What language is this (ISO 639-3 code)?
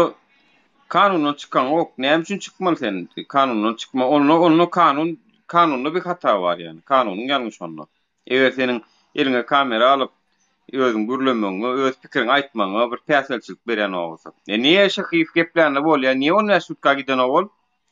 tuk